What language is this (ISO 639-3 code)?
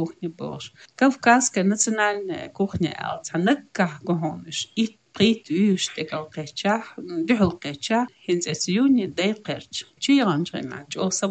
che